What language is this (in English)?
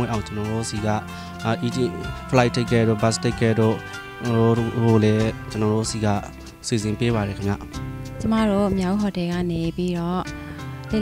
Burmese